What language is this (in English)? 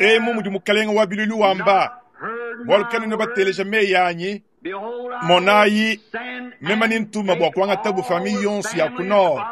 Luba-Lulua